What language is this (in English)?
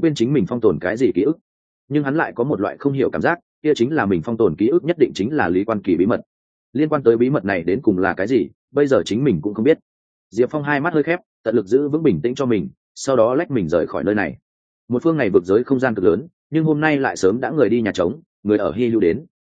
Vietnamese